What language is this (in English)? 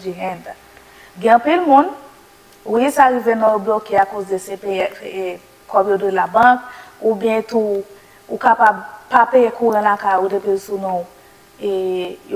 Haitian Creole